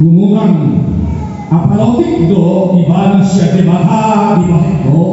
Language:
Batak Toba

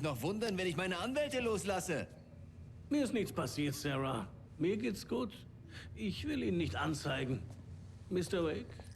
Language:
Bavarian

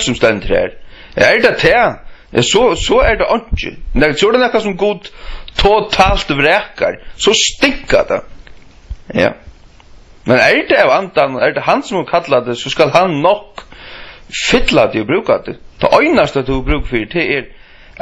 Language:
Faroese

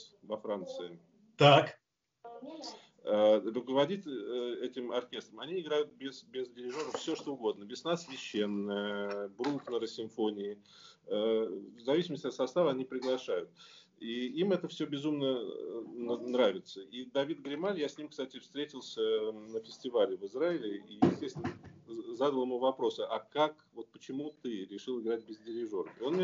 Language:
Russian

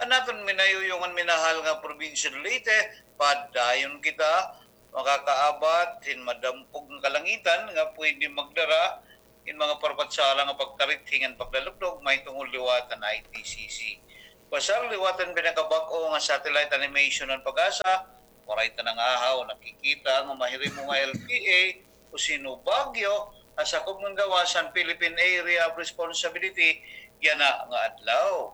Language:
Waray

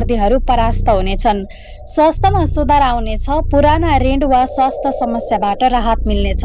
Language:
Nepali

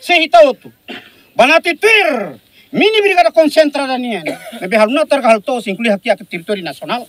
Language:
Tetum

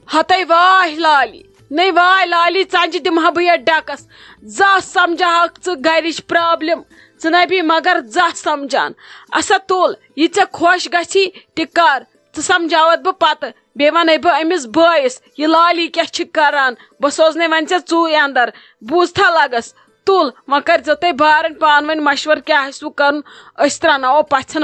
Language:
Kashmiri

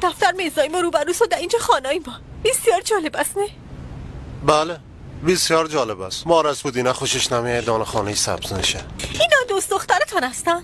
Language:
Persian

